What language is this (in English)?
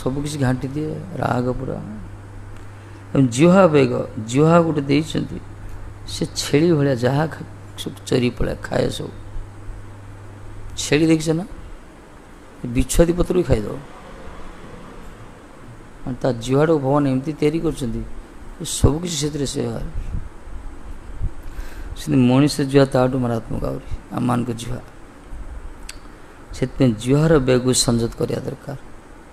Odia